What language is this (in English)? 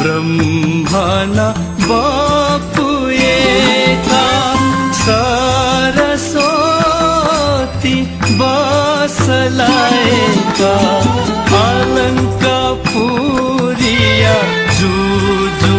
Newari